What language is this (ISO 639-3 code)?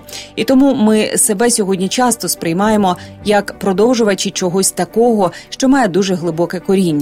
ukr